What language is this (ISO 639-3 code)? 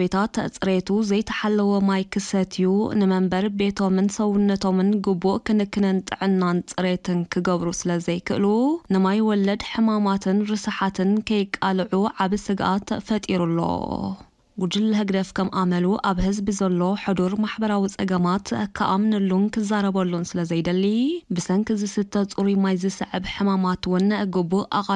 tir